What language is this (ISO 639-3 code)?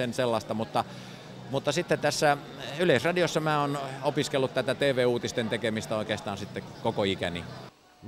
fin